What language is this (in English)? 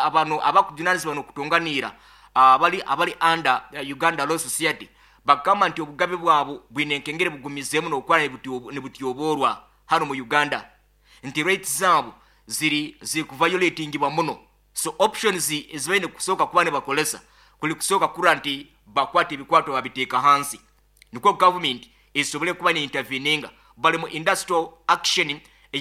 Nyoro